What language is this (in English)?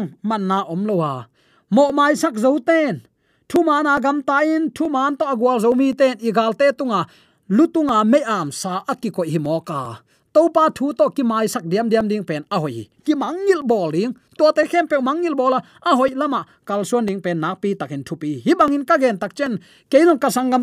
Tedim Chin